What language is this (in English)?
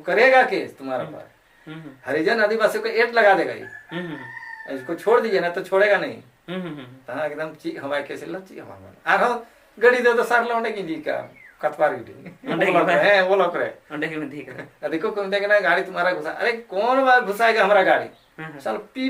Santali